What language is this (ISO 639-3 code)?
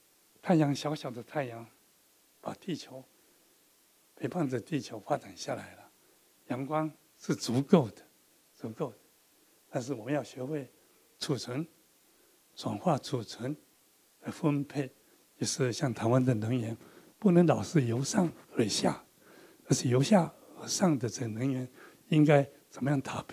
zho